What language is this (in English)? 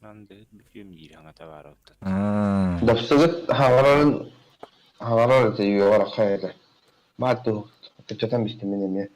Yakut